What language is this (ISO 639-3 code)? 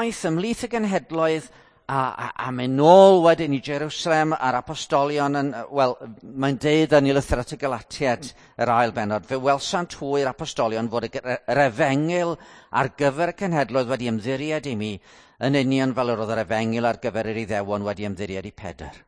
cym